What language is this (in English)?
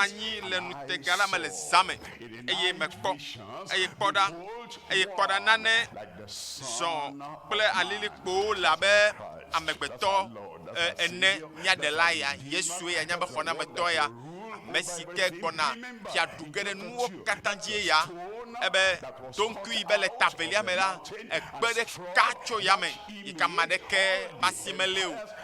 Ewe